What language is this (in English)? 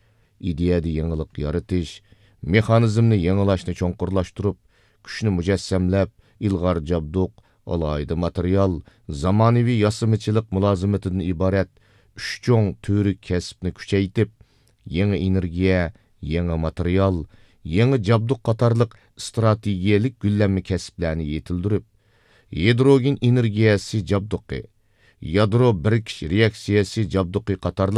Uyghur